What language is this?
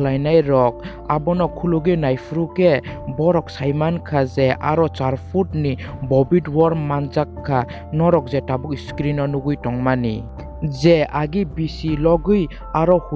Kok Borok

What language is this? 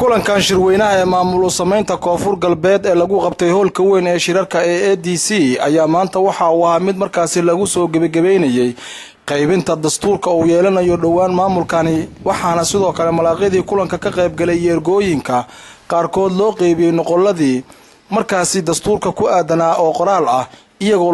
Somali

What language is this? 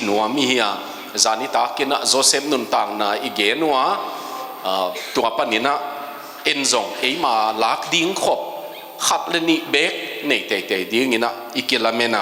Tedim Chin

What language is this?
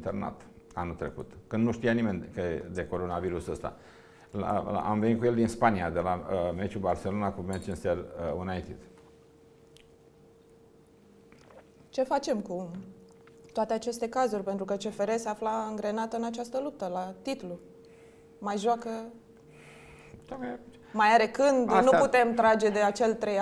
Romanian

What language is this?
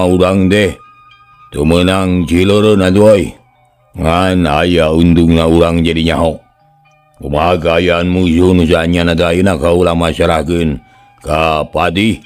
Sundanese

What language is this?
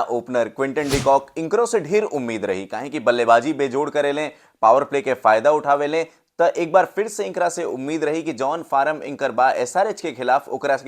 Bhojpuri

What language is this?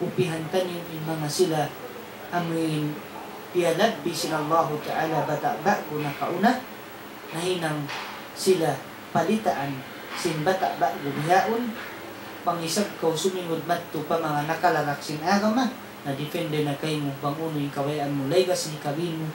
Tausug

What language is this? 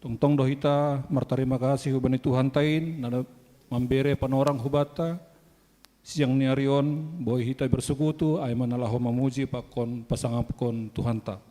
Batak Simalungun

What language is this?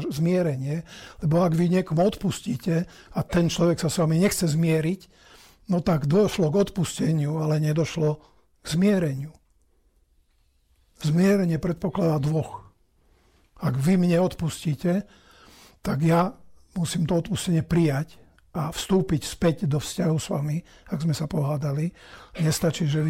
Slovak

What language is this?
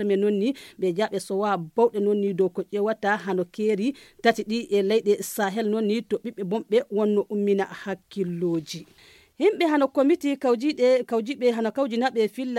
Fula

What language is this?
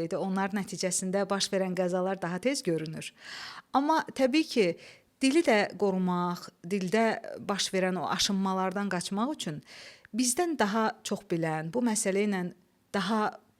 Azerbaijani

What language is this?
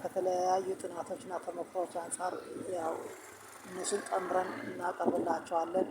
Amharic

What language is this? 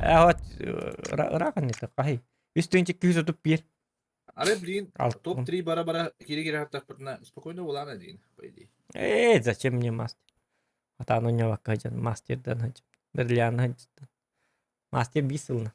Yakut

